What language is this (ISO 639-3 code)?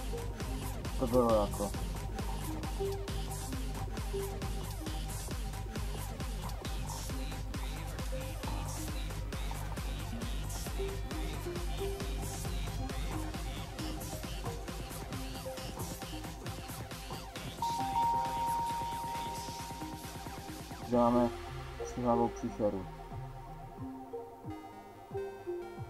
ces